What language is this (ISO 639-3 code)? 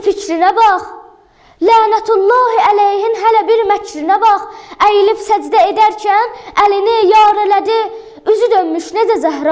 aze